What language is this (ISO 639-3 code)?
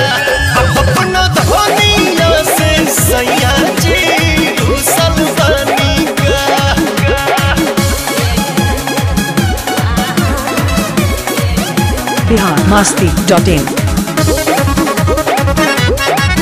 bho